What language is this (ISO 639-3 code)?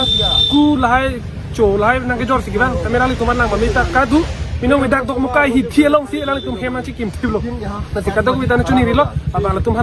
mjw